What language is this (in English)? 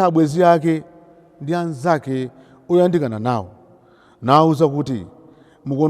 Nyanja